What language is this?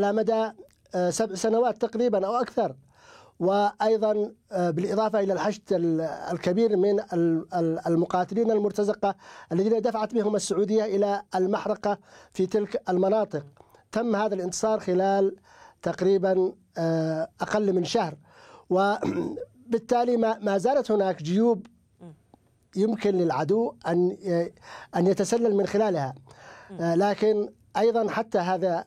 Arabic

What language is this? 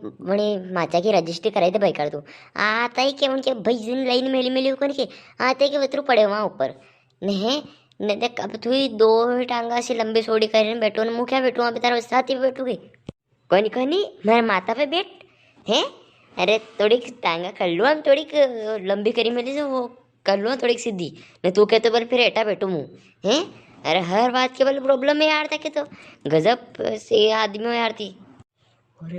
Rajasthani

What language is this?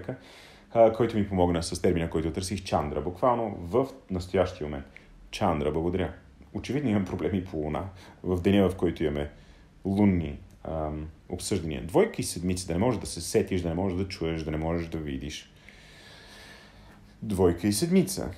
Bulgarian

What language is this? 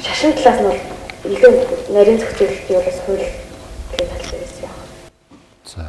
Mongolian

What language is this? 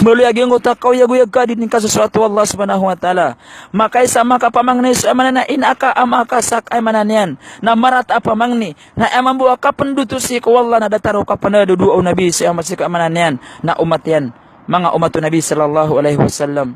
Maranao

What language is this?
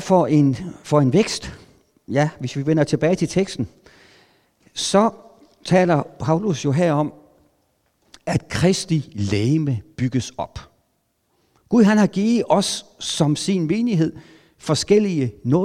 Danish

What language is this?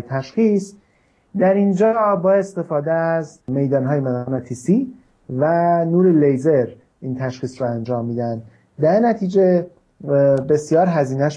Persian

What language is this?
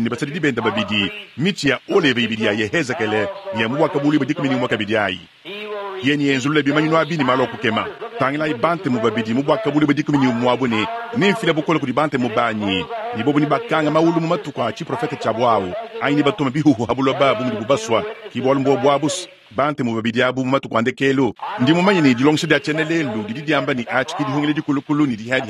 Luba-Lulua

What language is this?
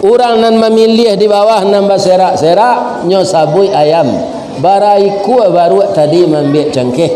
Minangkabau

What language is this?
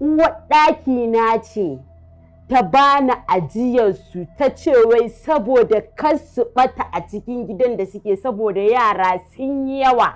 Hausa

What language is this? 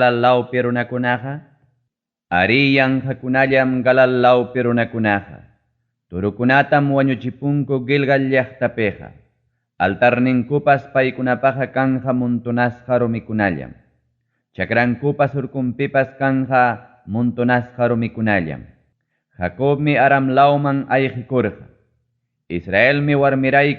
Ayacucho Quechua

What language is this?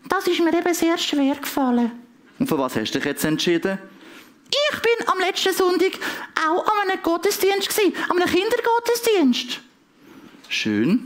Swiss German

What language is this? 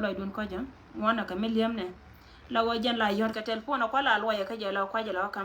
Nuer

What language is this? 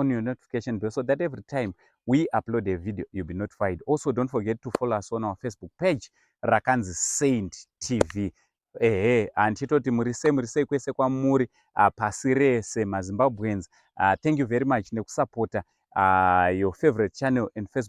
Shona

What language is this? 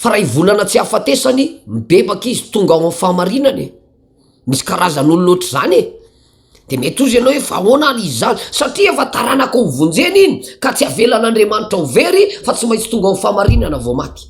Malagasy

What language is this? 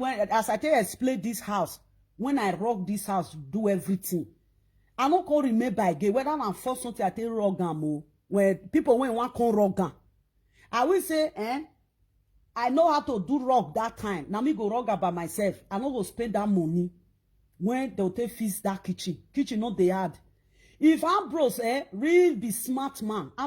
Nigerian Pidgin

